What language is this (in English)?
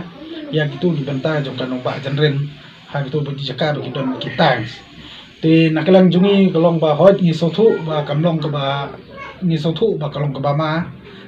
Khasi